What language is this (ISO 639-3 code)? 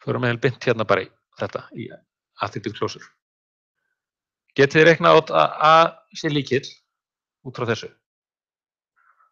isl